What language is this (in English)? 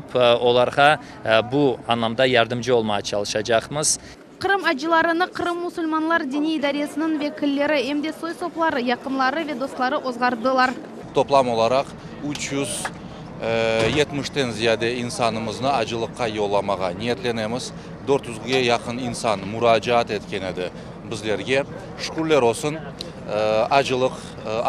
Crimean Tatar